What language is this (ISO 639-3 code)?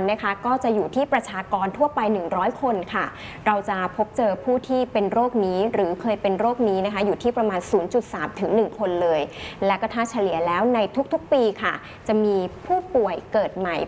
tha